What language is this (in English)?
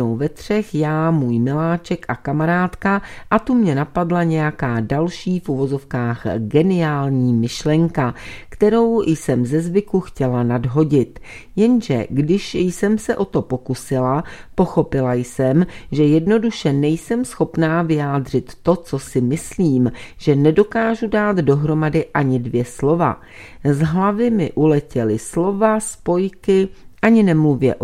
Czech